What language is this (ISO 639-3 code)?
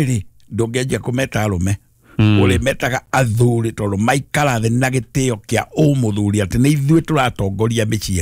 kik